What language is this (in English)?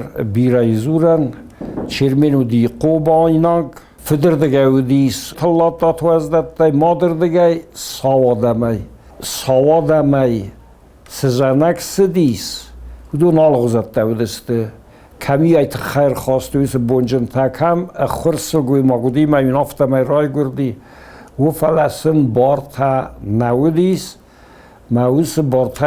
Ossetic